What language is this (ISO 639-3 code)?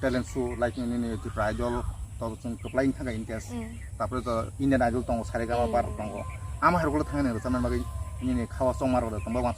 trp